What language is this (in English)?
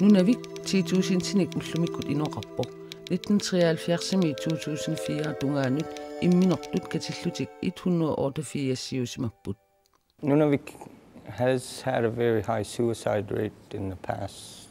Kalaallisut